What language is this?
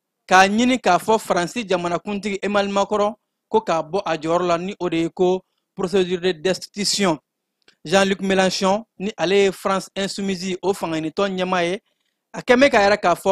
Bambara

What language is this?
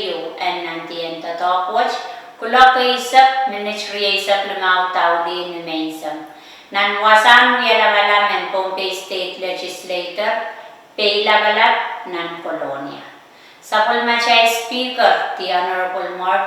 Pohnpeian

